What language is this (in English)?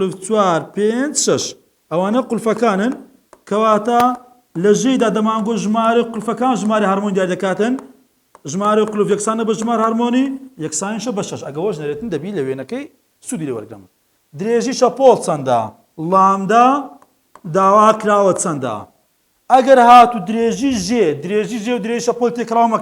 Central Kurdish